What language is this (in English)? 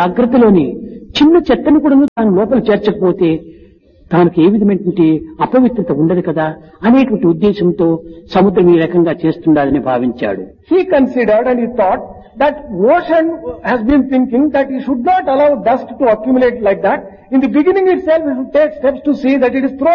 Telugu